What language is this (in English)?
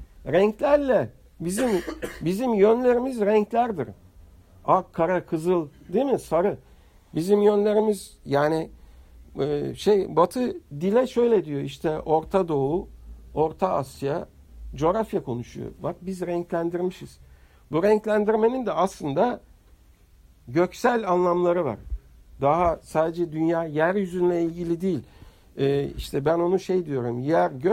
Turkish